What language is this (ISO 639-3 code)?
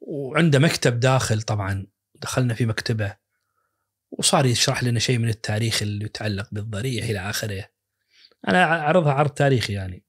ars